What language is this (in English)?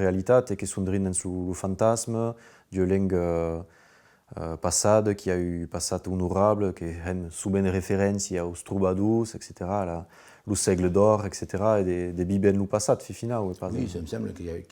Occitan